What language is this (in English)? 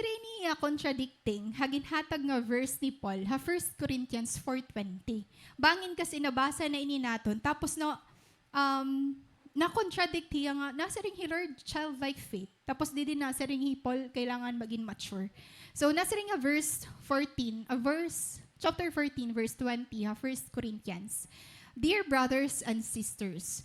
Waray